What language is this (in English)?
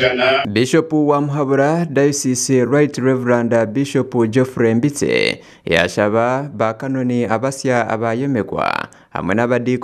Nyankole